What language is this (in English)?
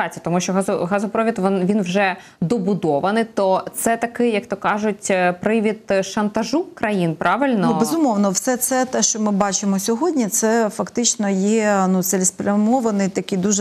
Ukrainian